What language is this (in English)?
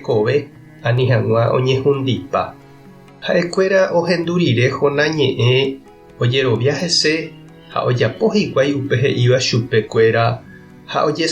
Guarani